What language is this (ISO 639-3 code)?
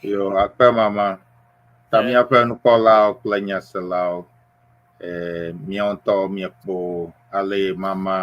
ewe